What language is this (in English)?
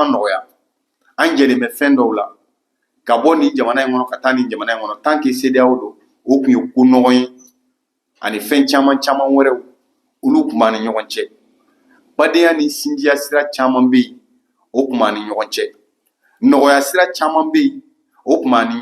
Bambara